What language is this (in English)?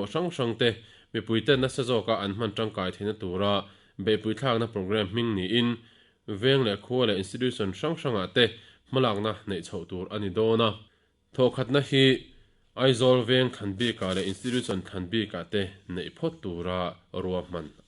Mizo